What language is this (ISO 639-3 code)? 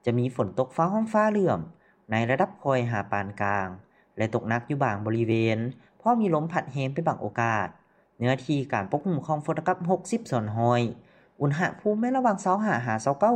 lao